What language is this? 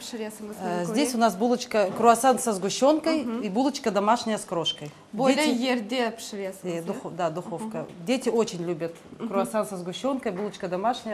Crimean Tatar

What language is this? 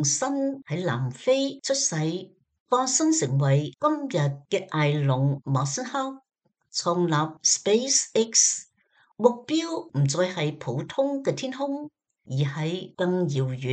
Cantonese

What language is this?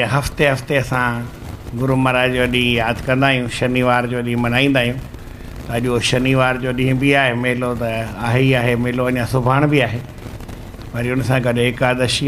Sindhi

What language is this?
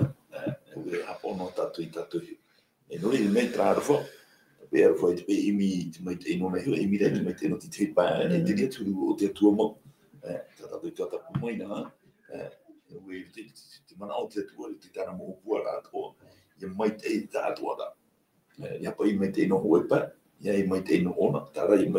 Tahitian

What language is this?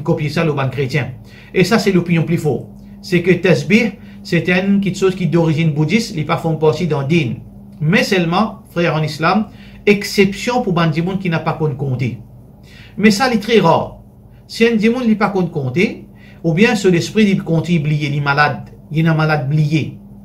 Morisyen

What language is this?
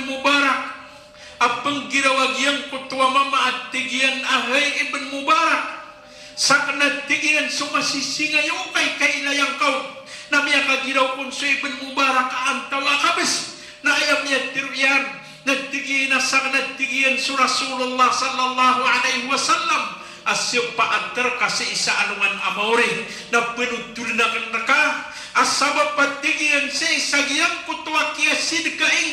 Maranao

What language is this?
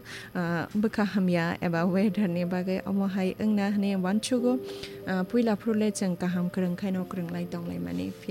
Kok Borok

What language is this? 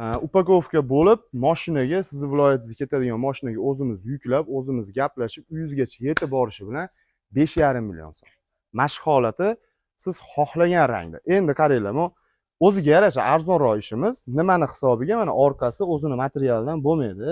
Uzbek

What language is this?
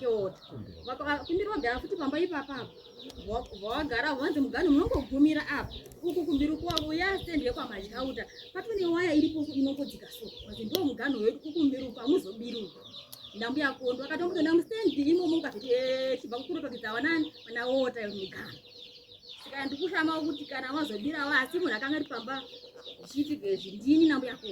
Shona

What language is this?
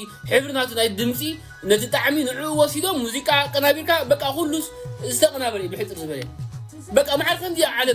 Tigrinya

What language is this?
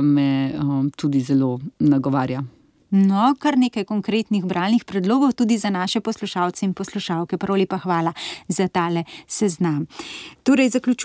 Slovenian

